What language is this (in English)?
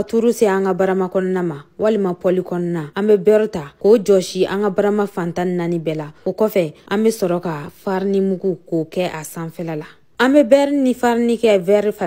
Bambara